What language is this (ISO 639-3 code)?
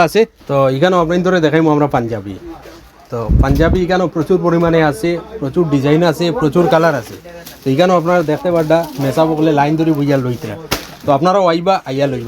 syl